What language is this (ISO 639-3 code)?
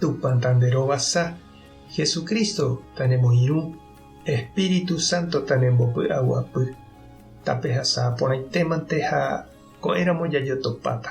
grn